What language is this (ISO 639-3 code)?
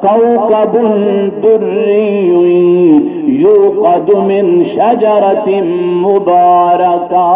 skr